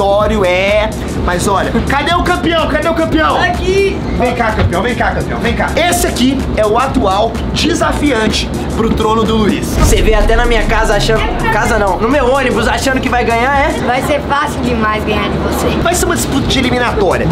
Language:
Portuguese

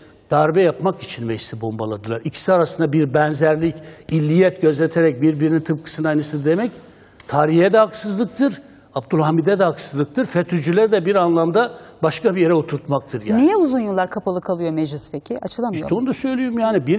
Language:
Turkish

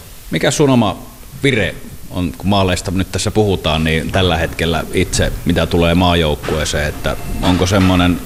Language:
Finnish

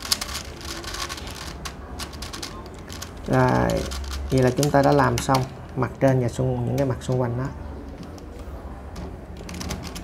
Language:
Vietnamese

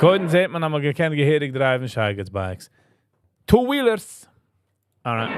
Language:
Yiddish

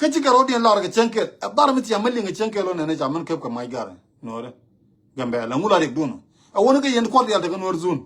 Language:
Nuer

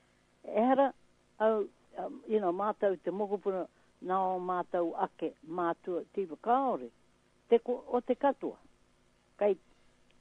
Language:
Māori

